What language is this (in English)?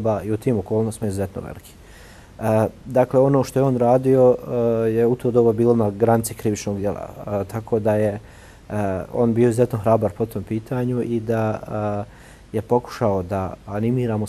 Bosnian